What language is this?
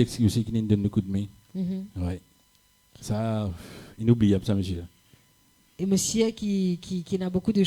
Morisyen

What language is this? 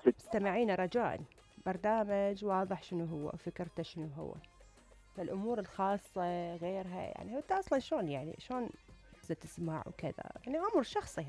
Mesopotamian Arabic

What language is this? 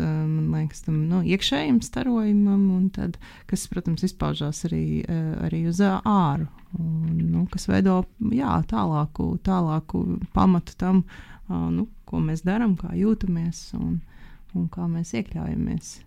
Latvian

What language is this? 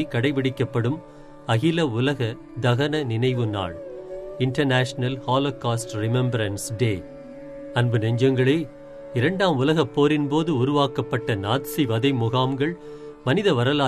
Tamil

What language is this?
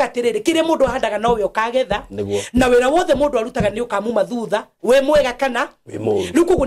Kikuyu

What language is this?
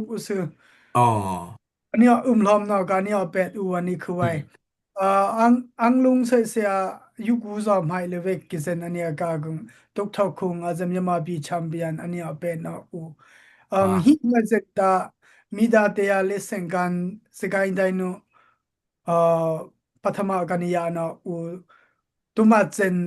Dimasa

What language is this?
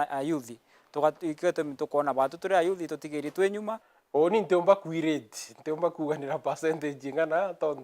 Meru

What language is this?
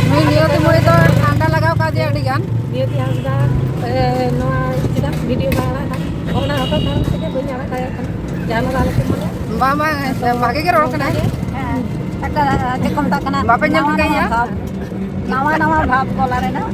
Santali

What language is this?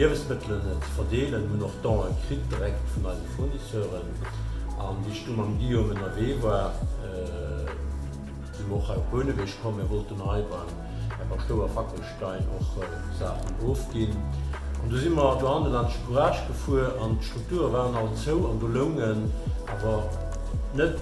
Luxembourgish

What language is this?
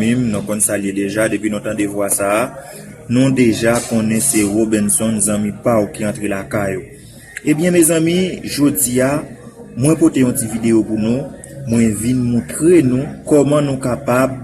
Haitian Creole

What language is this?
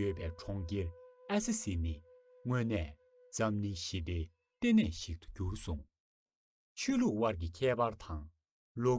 Tibetan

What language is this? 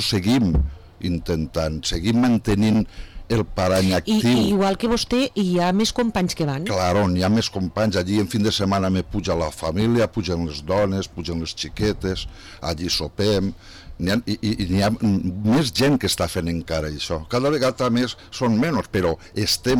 Catalan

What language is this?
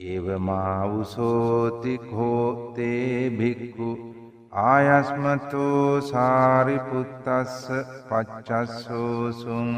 Sinhala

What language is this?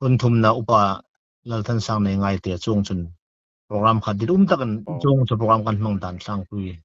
Hmar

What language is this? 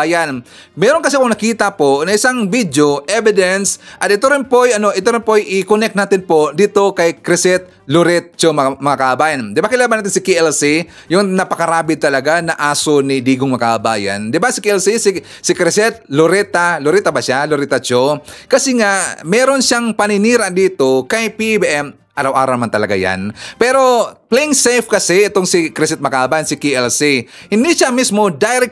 Filipino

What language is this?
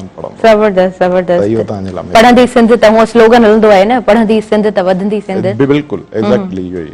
Sindhi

